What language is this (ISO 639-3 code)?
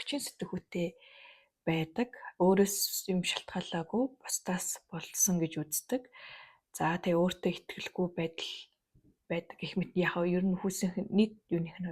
mon